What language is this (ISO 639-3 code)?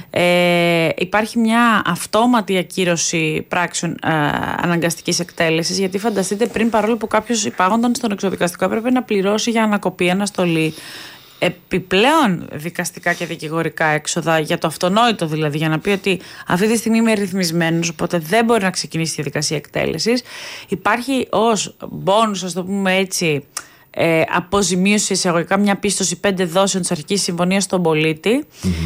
ell